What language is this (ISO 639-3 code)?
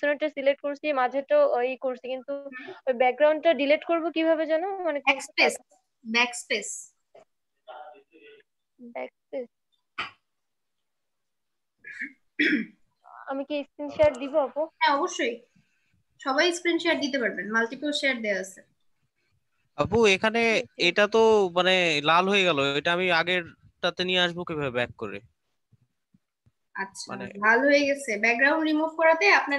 ben